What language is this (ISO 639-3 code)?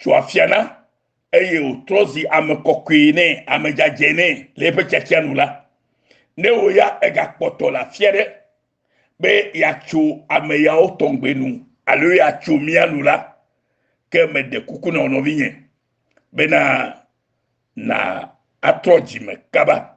ewe